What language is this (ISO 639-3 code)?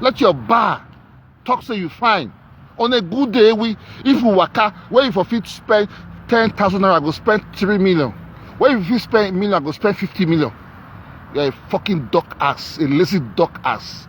pcm